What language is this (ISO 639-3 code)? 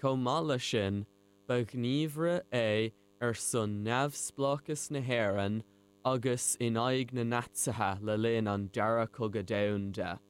gle